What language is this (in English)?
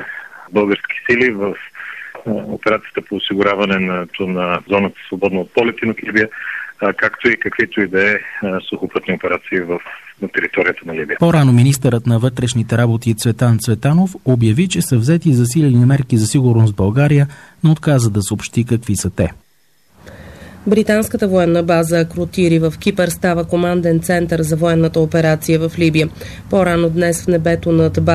Bulgarian